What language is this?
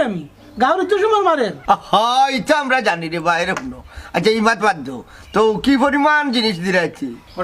Sylheti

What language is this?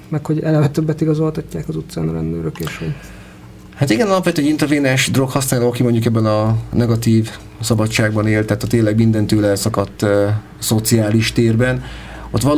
Hungarian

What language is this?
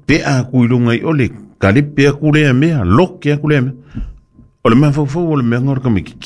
Samoan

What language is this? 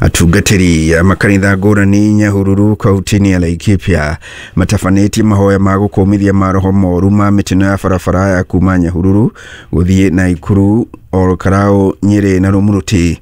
Kikuyu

